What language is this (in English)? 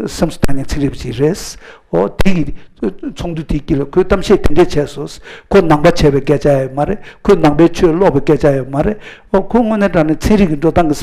Tibetan